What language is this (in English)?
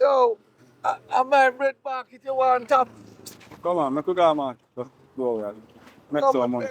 Jamaican Creole English